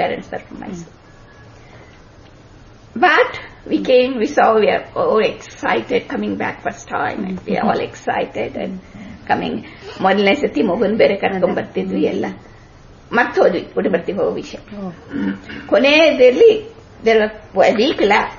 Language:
Kannada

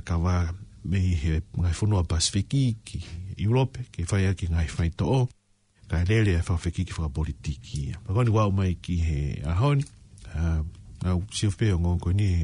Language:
Tongan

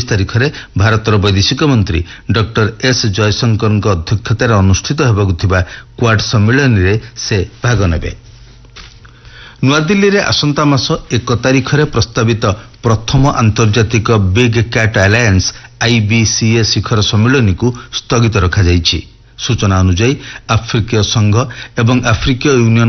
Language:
Odia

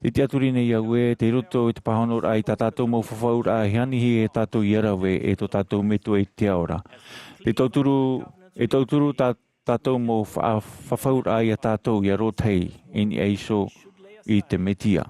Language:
Tahitian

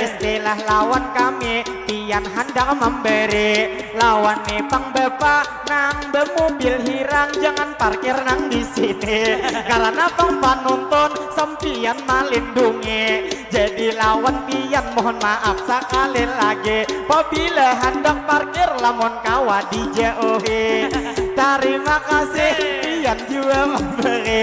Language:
Banjar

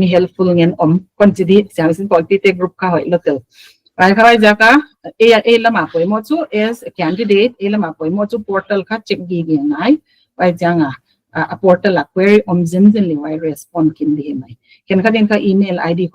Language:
Paite Chin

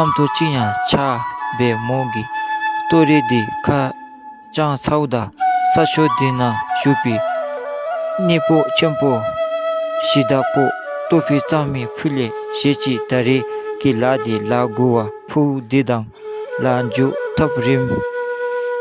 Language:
Dzongkha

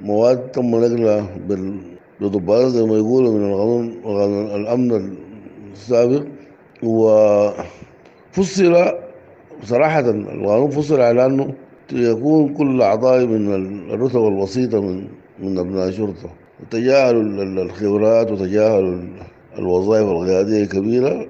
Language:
Sudanese Arabic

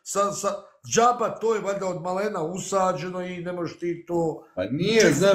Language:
Bosnian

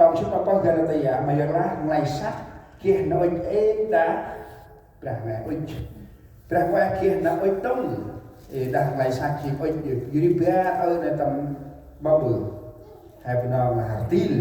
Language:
Central Mnong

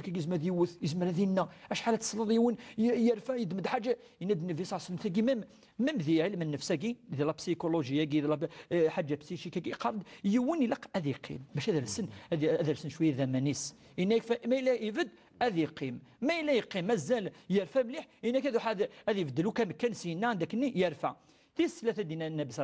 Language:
Kabyle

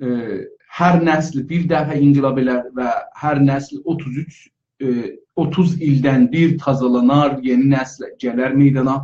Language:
South Azerbaijani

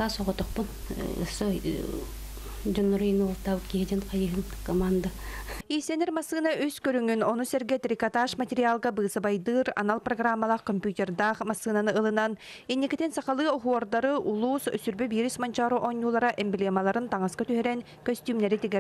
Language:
Yakut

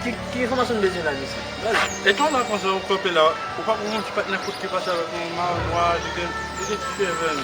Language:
Haitian Creole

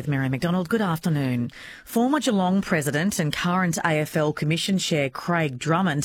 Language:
English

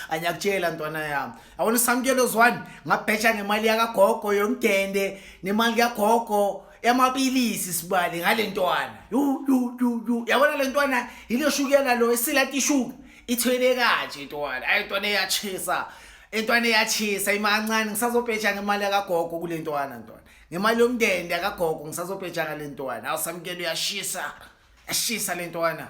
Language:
Zulu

